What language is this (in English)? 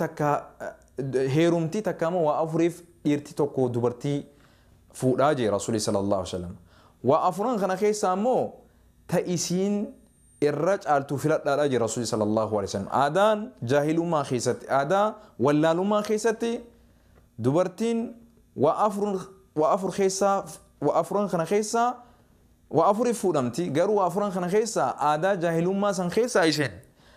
Oromo